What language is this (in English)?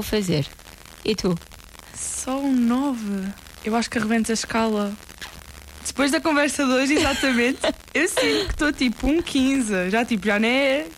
Portuguese